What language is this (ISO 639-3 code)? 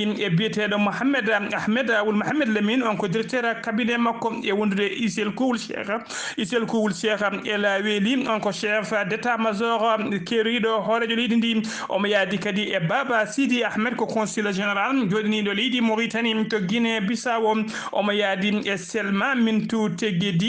ful